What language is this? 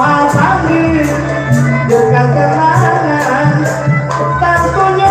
Betawi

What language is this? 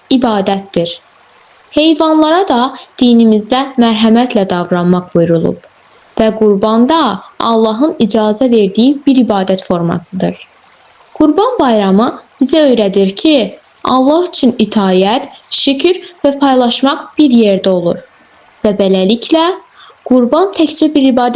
Azerbaijani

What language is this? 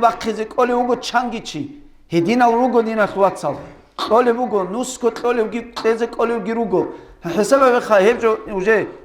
Avaric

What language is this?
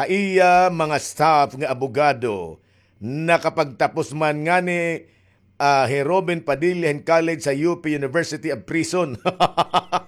Waray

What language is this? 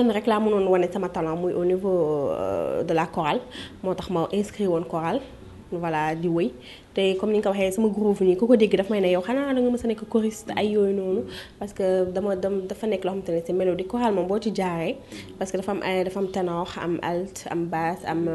Wolof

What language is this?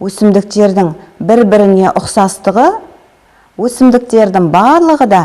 Kazakh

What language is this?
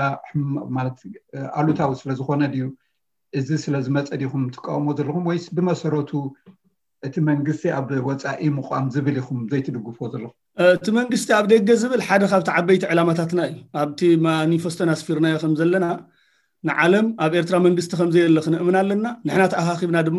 Tigrinya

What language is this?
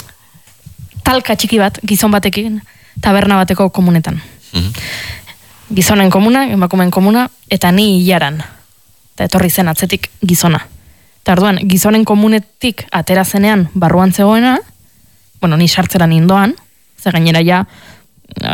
Basque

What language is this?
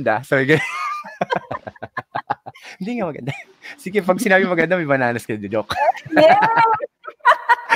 Filipino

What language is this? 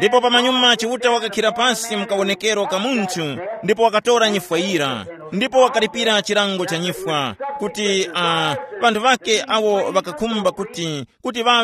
Tumbuka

